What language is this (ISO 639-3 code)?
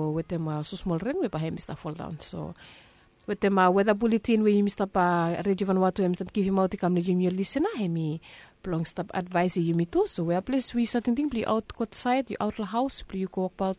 bis